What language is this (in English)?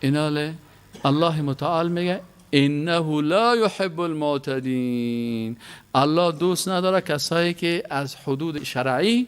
Persian